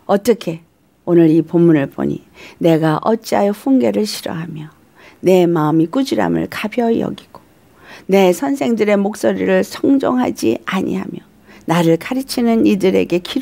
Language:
Korean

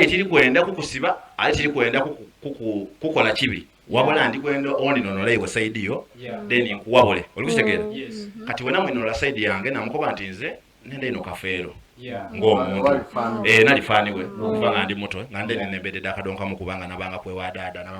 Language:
Soga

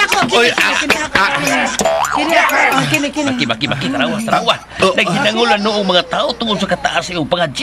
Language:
Cebuano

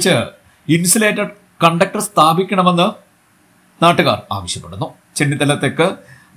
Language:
Malayalam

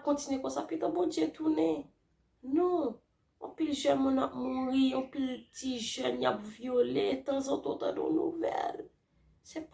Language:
Haitian Creole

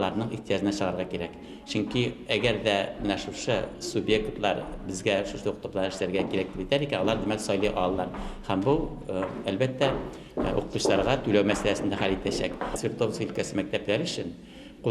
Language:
Tatar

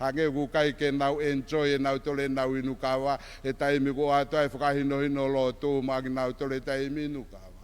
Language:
Tongan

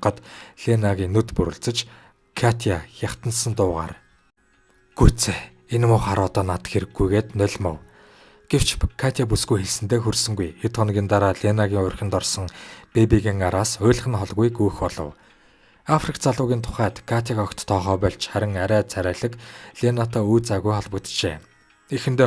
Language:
Mongolian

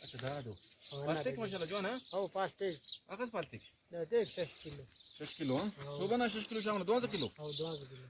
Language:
Brahui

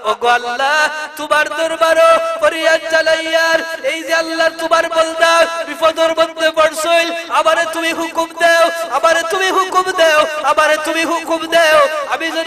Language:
Sylheti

